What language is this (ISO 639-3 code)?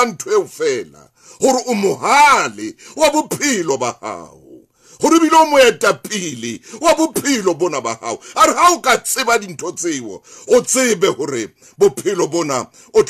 sot